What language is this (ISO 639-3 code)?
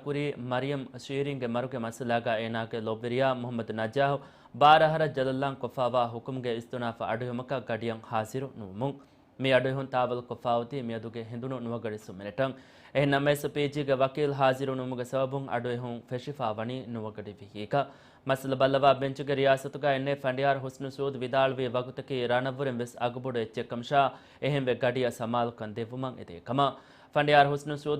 div